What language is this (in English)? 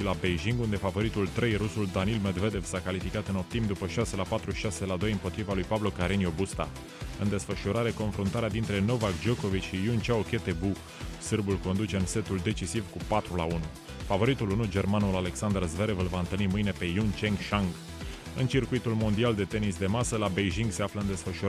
Romanian